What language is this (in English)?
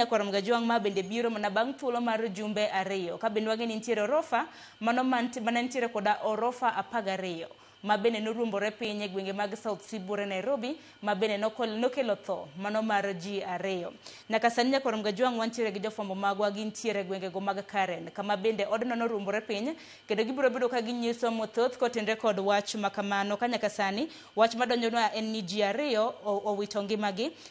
Luo (Kenya and Tanzania)